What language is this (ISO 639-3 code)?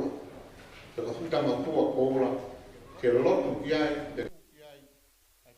ton